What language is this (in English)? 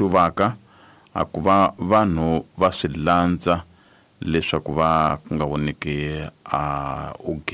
Tsonga